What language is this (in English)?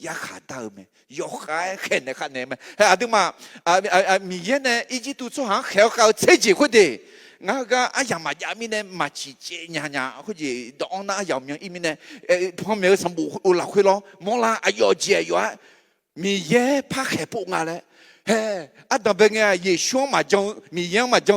Akha